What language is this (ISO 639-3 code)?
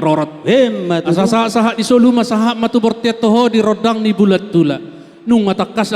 bbc